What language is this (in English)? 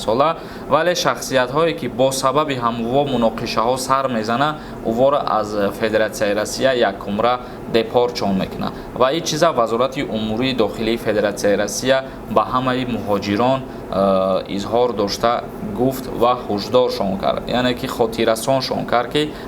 Tajik